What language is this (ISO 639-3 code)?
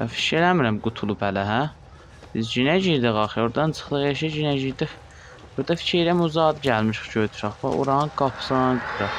azb